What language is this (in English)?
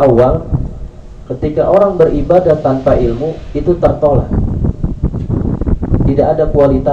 Indonesian